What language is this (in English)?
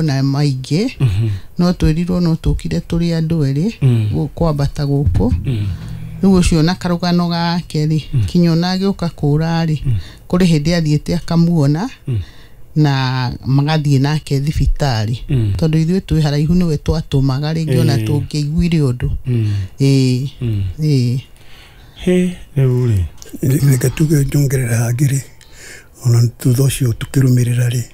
Kikuyu